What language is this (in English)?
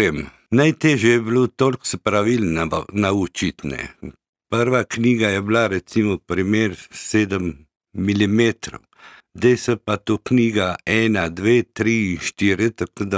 Slovenian